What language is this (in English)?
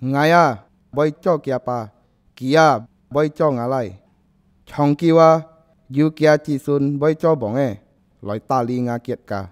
Hakka Chinese